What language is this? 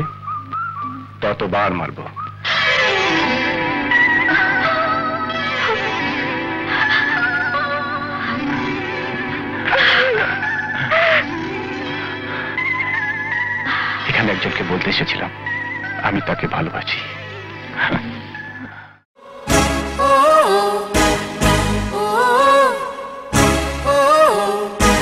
Bangla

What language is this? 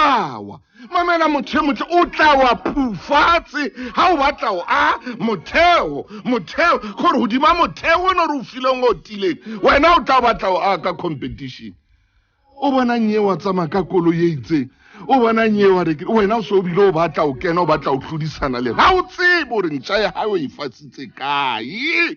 Southern Sotho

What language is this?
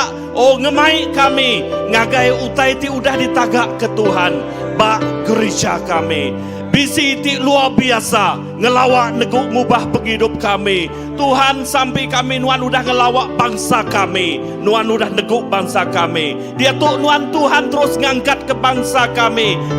Iban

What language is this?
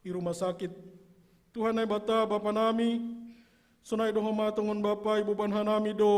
Batak Simalungun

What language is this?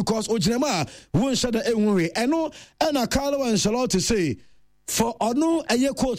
Akan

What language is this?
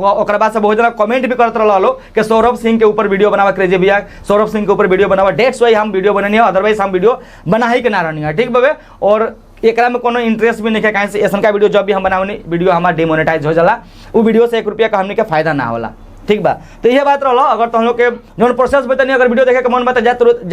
Bhojpuri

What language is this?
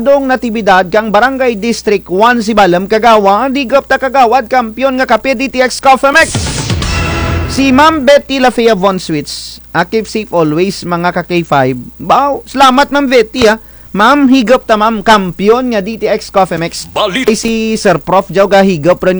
Kinaray-a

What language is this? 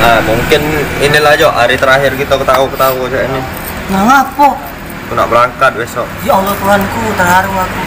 Musi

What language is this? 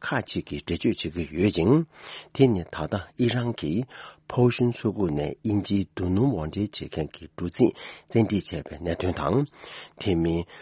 Tibetan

